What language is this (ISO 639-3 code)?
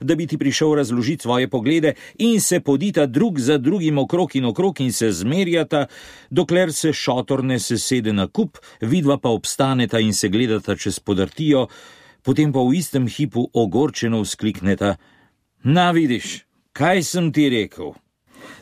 slv